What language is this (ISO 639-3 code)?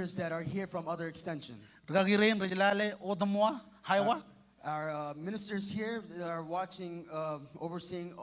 mah